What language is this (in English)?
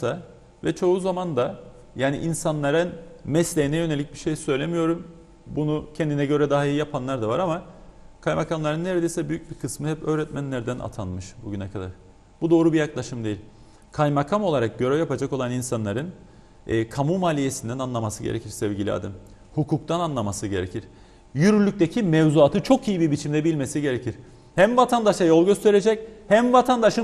Turkish